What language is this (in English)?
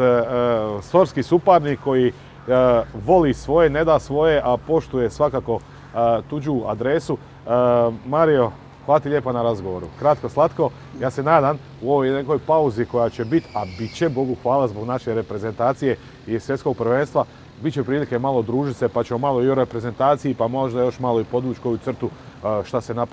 Croatian